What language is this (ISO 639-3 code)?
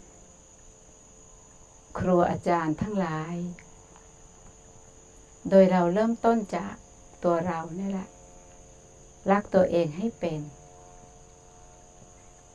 tha